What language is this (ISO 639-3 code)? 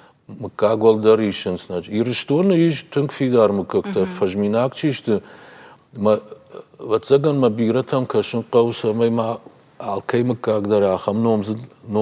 oss